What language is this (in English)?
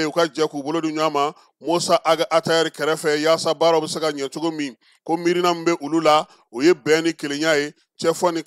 Bambara